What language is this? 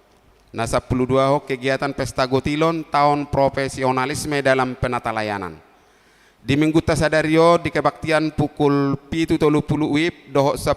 Batak Toba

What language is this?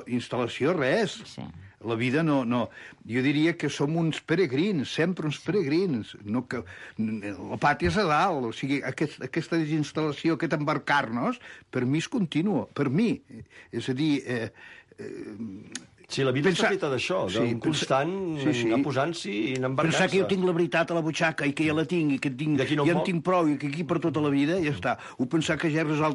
Catalan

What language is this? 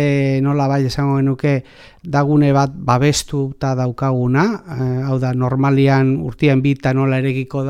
Basque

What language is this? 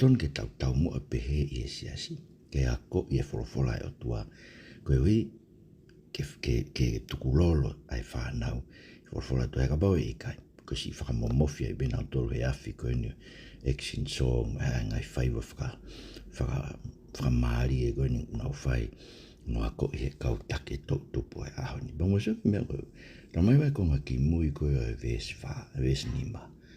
Tongan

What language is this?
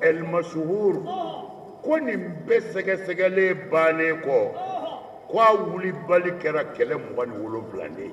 Bambara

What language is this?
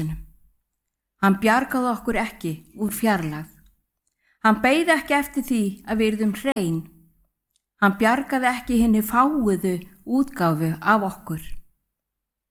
Icelandic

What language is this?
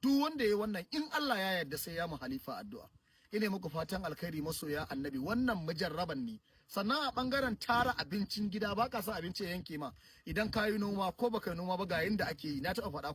Hausa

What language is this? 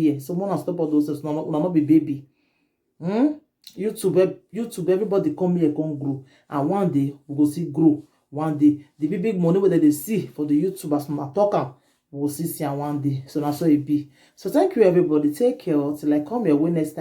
Nigerian Pidgin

